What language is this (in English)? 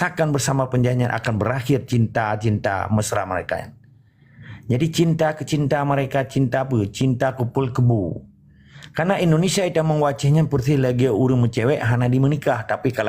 Achinese